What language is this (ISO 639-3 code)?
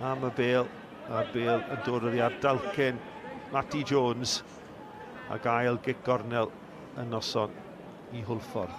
cym